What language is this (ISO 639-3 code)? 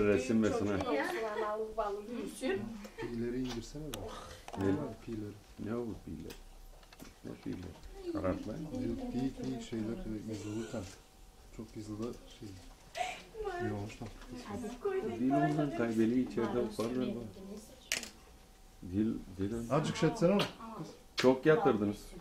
tur